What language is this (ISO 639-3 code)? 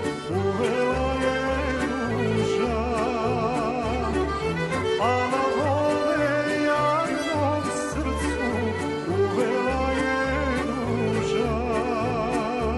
srp